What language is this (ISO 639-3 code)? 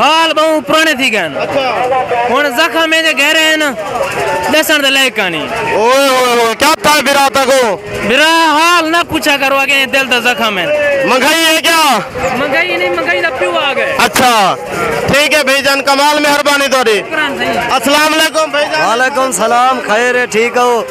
skr